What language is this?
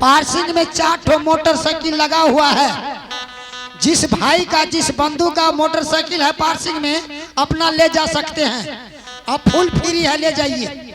Angika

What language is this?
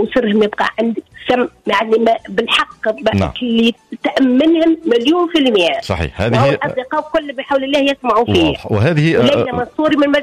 Tunisian Arabic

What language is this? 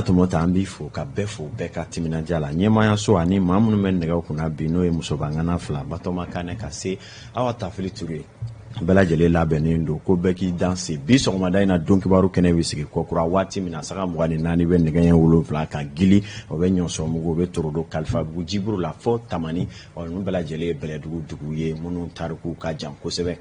Bambara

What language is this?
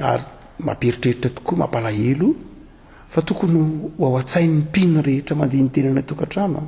Malagasy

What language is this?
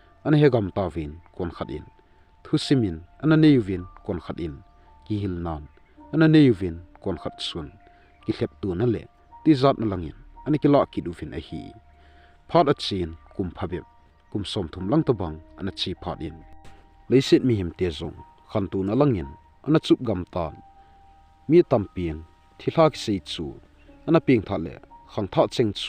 Thado Chin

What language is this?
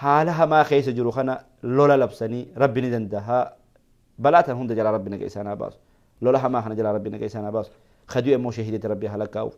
Oromo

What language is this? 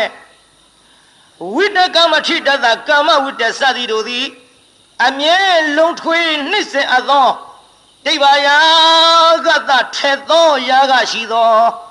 Burmese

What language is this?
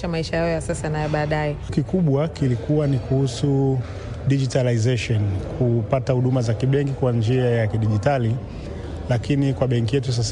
Swahili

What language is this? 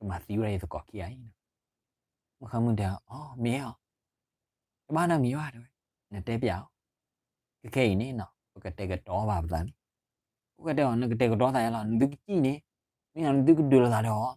S'gaw Karen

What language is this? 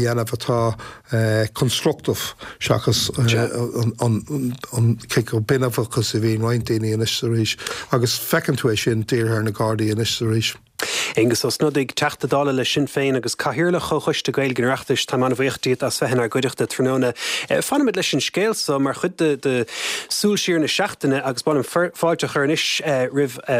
Irish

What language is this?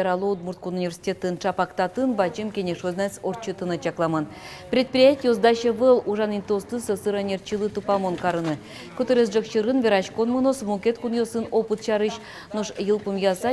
Udmurt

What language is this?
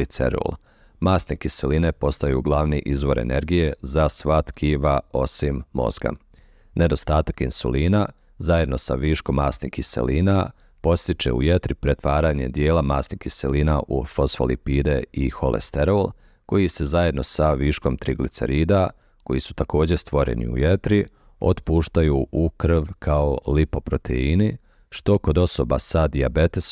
Bosnian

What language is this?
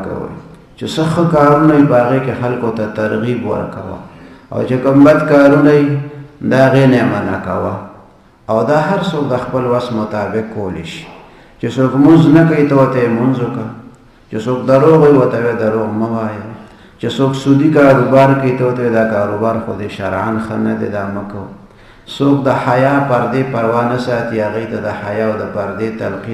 Pashto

